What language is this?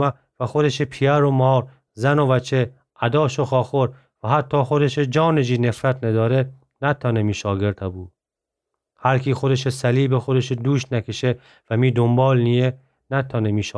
Gilaki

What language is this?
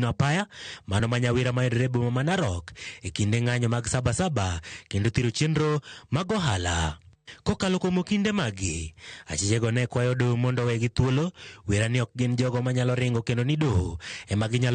Luo (Kenya and Tanzania)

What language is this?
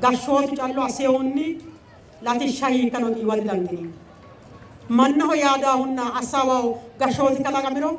Sidamo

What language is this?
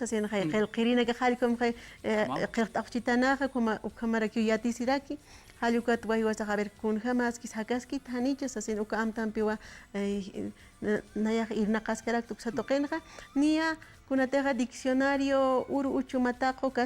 Aymara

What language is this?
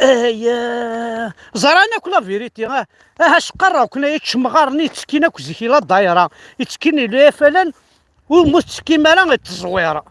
Kabyle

